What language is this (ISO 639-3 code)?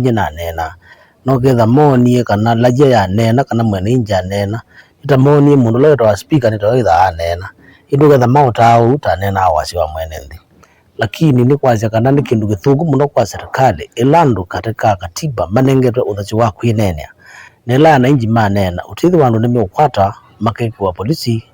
kam